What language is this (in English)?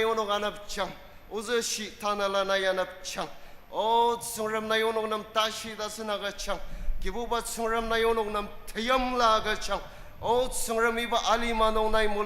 Ao Naga